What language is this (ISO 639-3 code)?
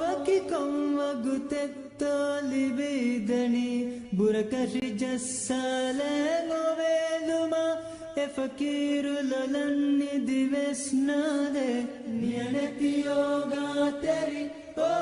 div